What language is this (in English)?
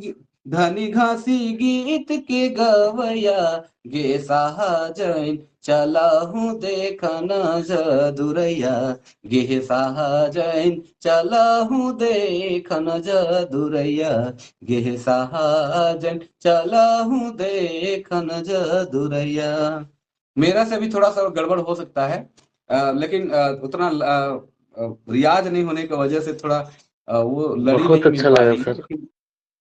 Sadri